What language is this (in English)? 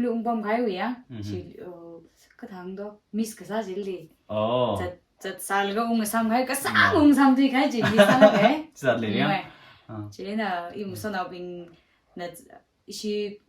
Tangkhul Naga (India)